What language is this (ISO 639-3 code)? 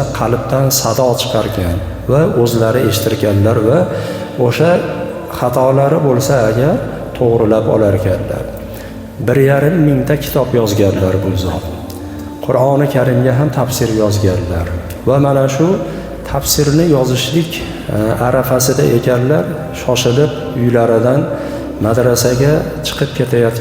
uzb